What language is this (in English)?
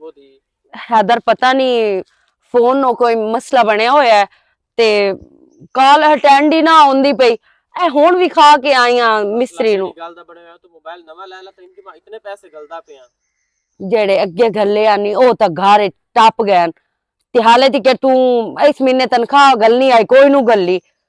Western Panjabi